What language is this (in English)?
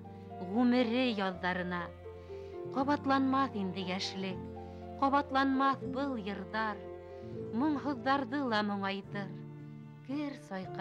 Bashkir